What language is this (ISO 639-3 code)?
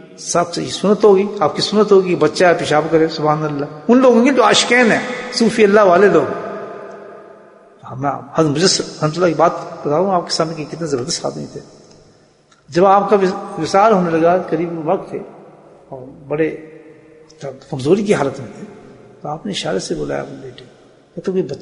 urd